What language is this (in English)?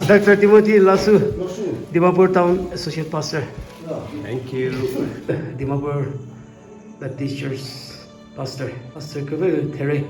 Chokri Naga